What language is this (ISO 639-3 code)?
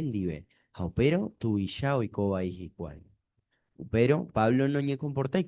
grn